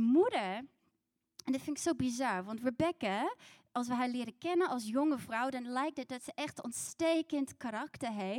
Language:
Dutch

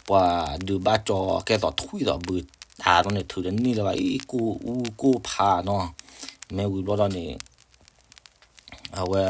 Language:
S'gaw Karen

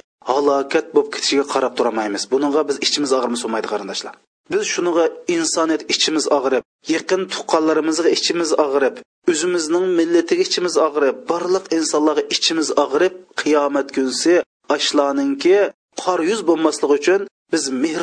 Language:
Uyghur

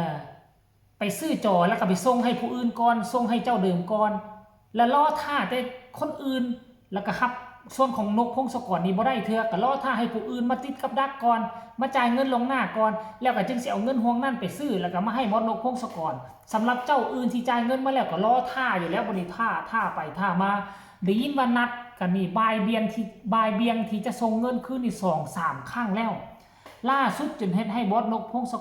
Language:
Northeastern Thai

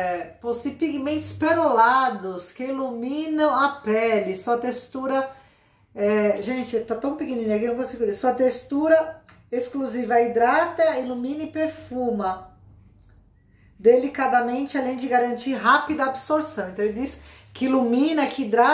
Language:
Portuguese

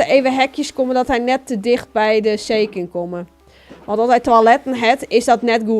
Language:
Western Frisian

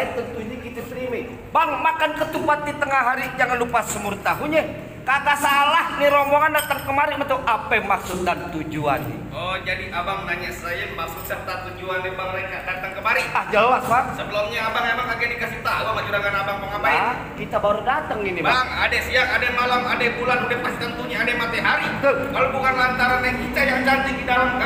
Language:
Betawi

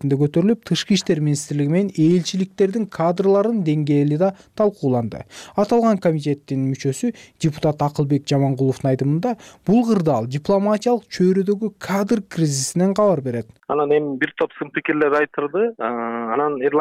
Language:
Kyrgyz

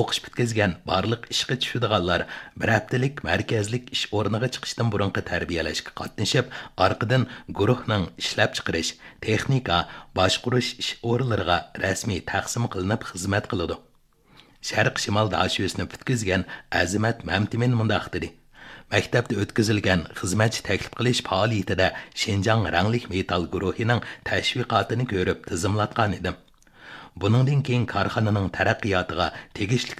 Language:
Uyghur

